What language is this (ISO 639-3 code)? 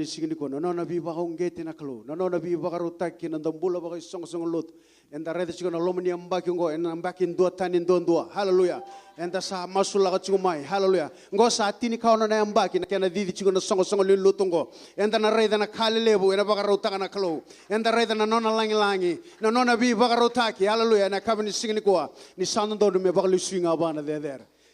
fij